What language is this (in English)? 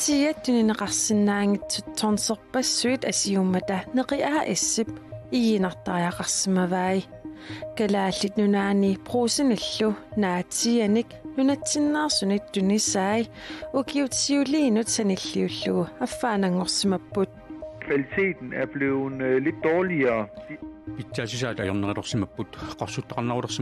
Kalaallisut